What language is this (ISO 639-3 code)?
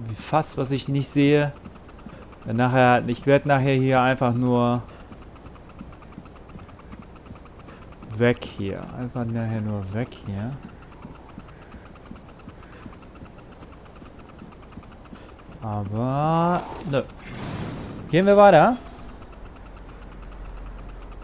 deu